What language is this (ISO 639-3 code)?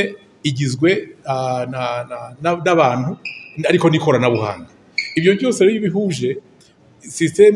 kin